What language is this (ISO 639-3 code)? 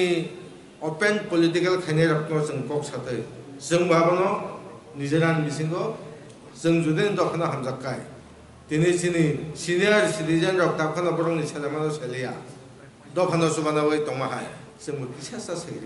trp